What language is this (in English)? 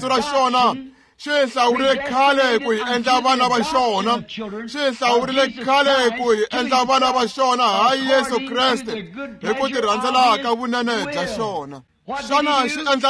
Tsonga